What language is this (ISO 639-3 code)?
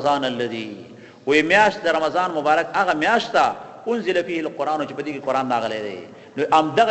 pus